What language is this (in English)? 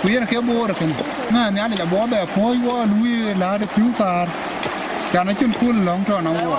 Dinka